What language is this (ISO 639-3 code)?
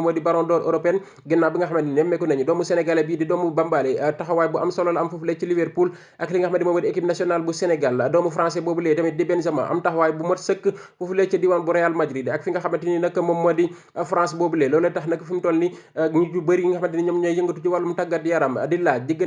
wol